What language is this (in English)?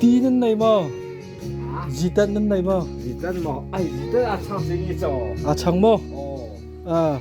Hakha Chin